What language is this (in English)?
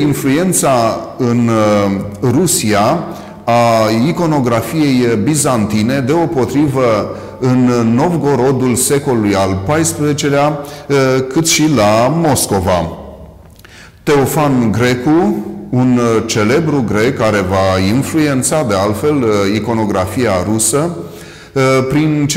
Romanian